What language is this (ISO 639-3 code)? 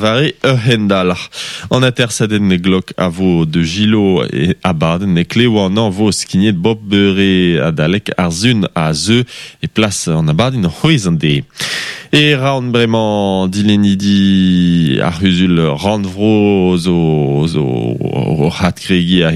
bre